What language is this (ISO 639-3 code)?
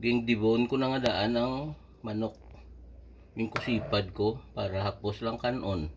hil